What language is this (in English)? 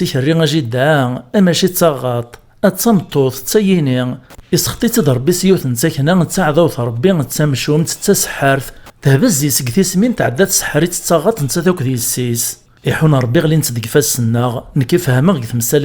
Kabyle